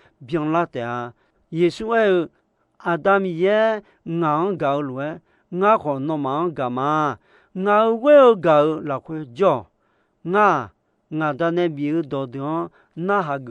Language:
Akha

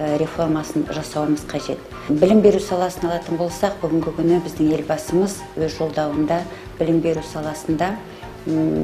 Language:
Kazakh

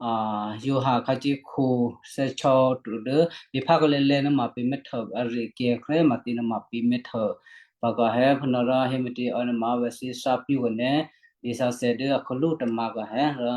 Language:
Western Kayah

